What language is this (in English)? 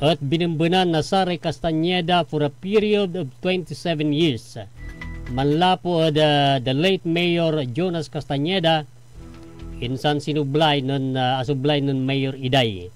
Pangasinan